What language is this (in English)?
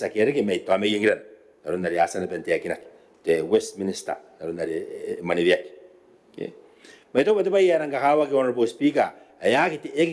Gilbertese